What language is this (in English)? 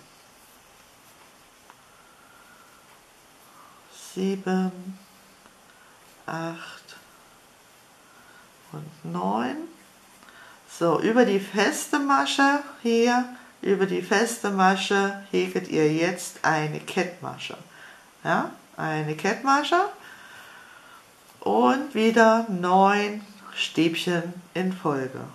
German